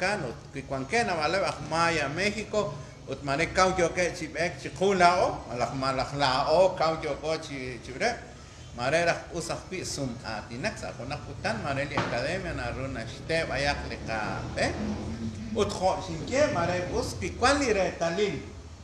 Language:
Kekchí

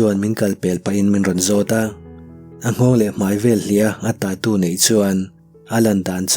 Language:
Mizo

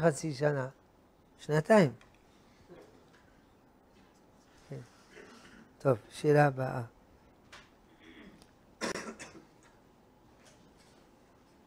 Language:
Hebrew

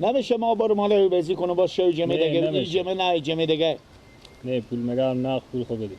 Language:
Persian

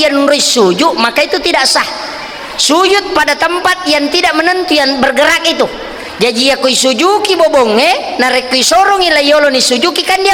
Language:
Buginese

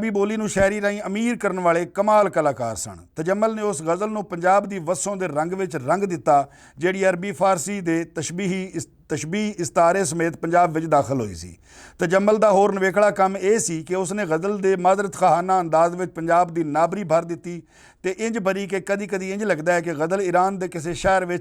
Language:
Western Panjabi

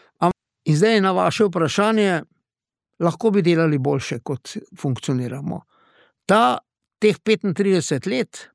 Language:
Slovenian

